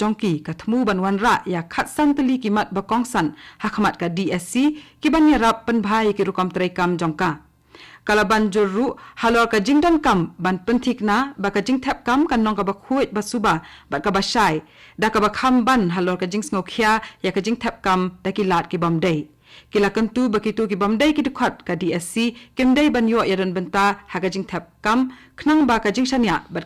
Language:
Khasi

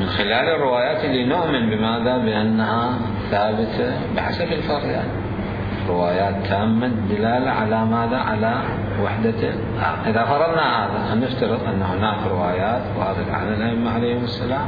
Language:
Mesopotamian Arabic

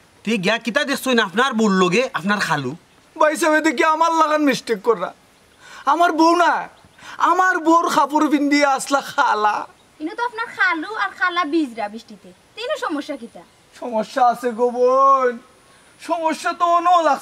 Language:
Sylheti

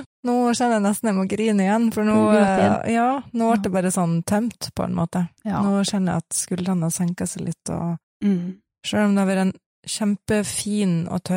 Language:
Norwegian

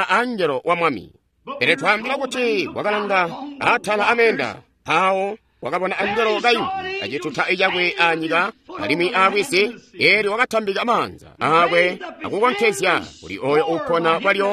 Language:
Tonga (Zambia)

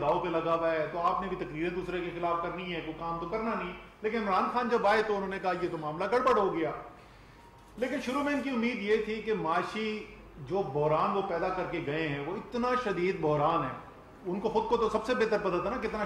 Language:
Urdu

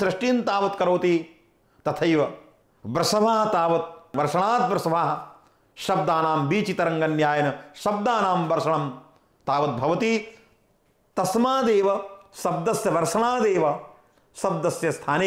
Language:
Sanskrit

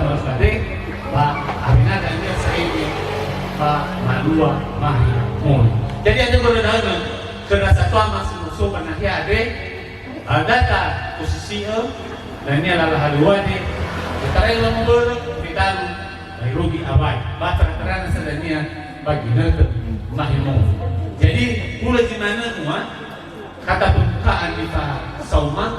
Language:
Nias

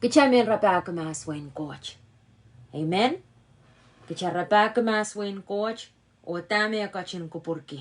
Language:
Pohnpeian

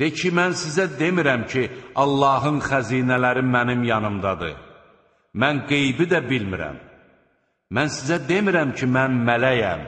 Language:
Azerbaijani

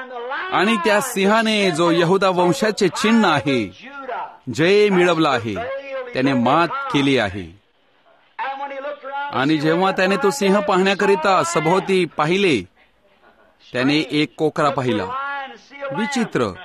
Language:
Marathi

